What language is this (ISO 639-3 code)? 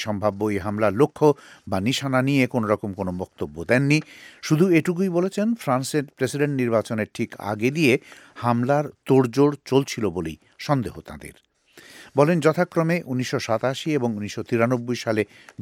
ben